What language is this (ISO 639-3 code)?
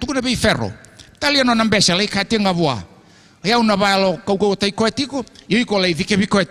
fij